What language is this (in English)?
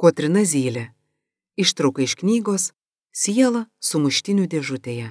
Lithuanian